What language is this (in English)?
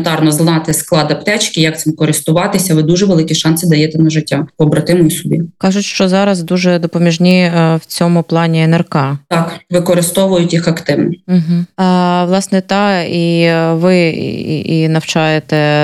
Ukrainian